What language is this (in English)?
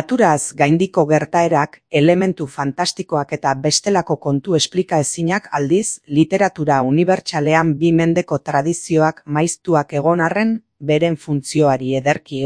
Basque